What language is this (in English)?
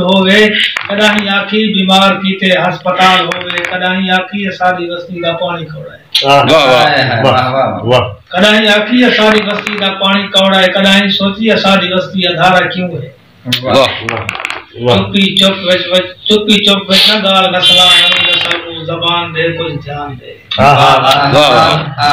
Saraiki